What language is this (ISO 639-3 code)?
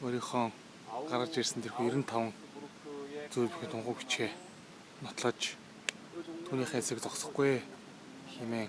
mon